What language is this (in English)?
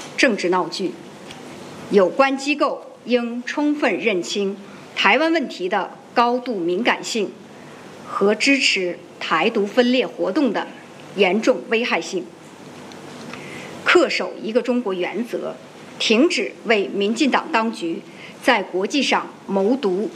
Chinese